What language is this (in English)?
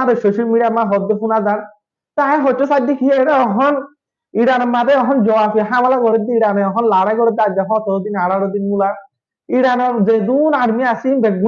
Rohingya